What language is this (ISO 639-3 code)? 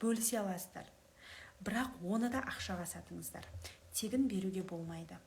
kaz